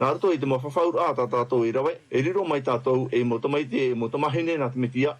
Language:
Tahitian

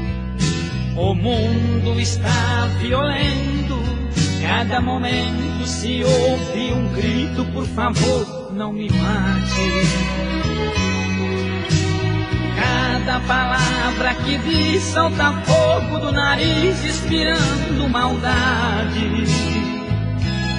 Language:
Portuguese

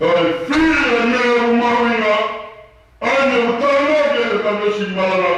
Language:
Tongan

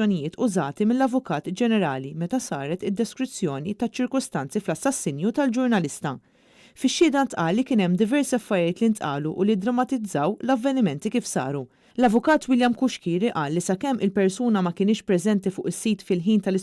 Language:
Maltese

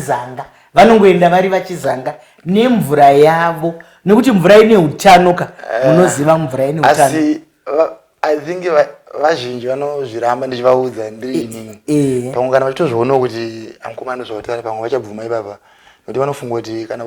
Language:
Shona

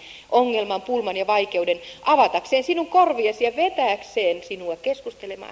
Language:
Finnish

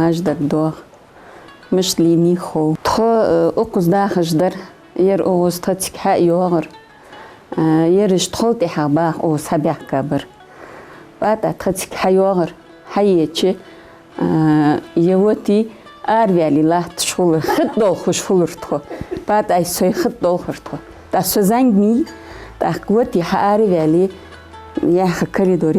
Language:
Ingush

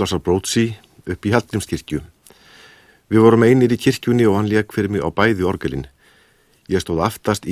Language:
Icelandic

